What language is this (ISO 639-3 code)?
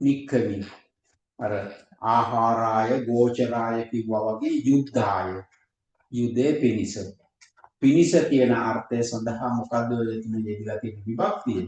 sin